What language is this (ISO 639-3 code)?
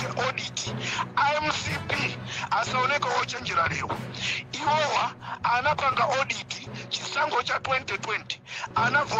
nya